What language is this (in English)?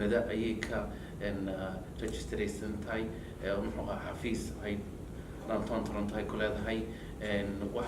Somali